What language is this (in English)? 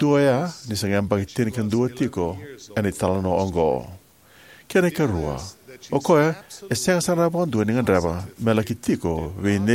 Fijian